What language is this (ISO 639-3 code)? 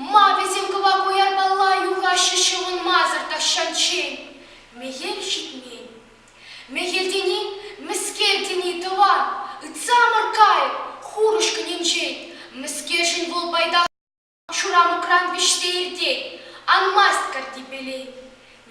chv